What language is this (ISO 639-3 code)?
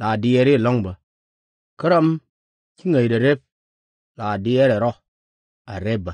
nus